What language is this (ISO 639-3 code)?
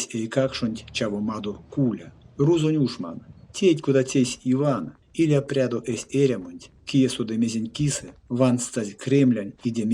myv